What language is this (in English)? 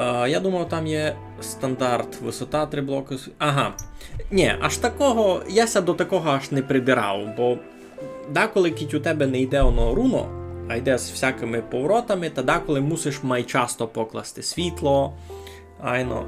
Rusyn